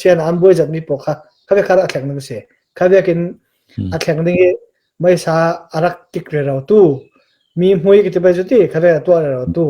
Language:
Hakha Chin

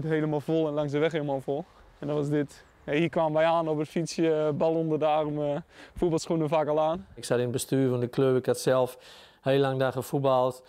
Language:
Dutch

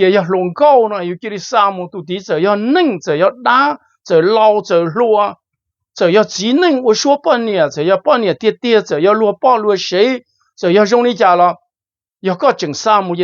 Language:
Hmong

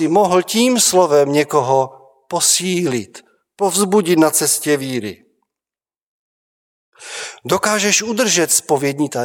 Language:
Czech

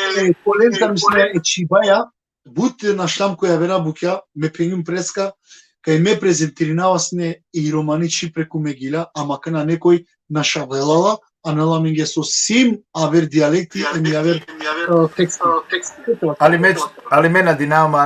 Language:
Balkan Romani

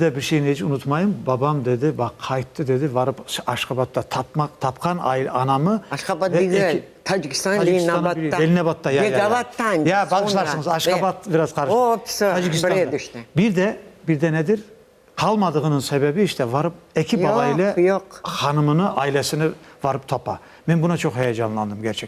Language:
Crimean Tatar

